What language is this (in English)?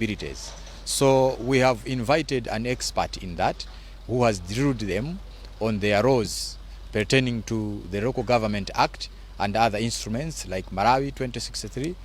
English